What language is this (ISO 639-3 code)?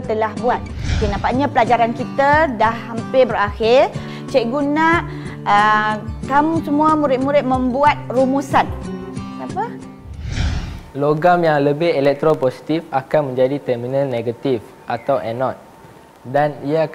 msa